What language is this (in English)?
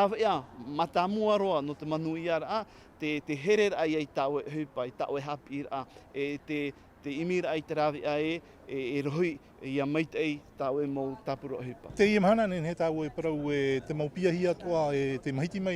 Tahitian